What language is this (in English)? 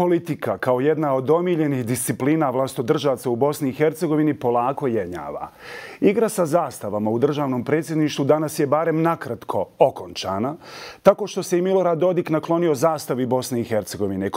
Bosnian